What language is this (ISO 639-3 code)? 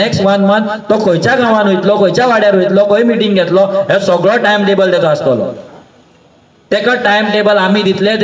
kok